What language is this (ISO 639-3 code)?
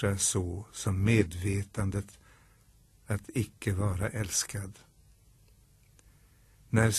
swe